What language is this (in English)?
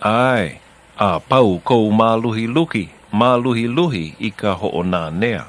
Hawaiian